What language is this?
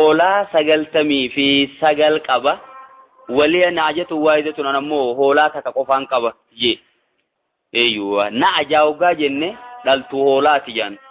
Oromo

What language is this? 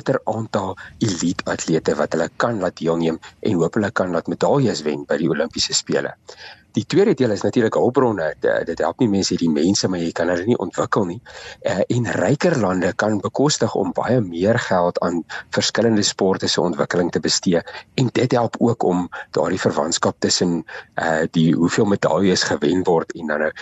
Afrikaans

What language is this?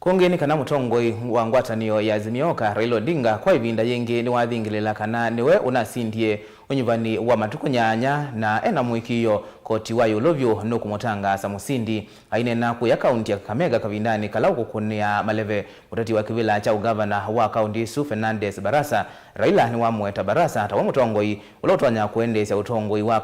Kamba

